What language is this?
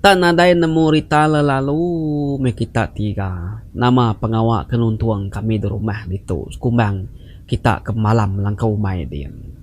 Iban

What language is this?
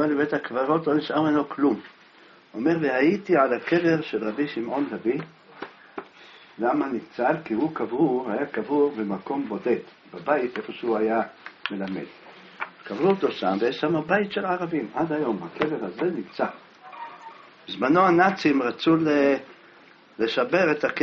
Hebrew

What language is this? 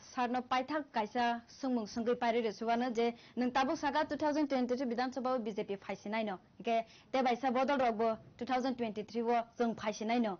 Kok Borok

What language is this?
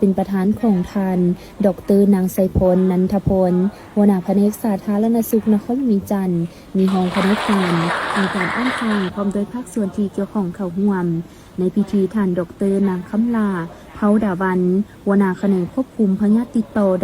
Lao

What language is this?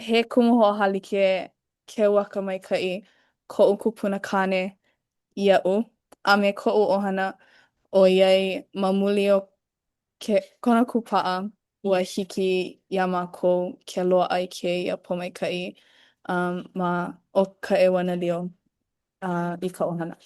Hawaiian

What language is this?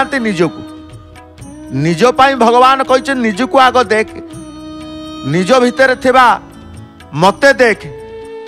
Odia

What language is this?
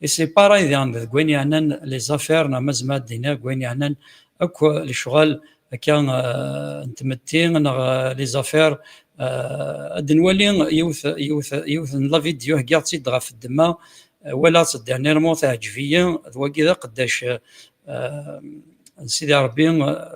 Kabyle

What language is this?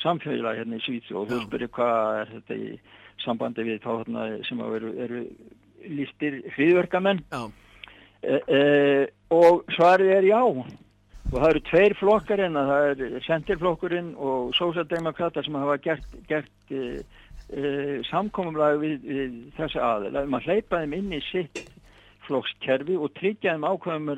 Icelandic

